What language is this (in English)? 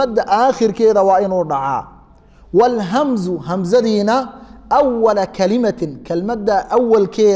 Somali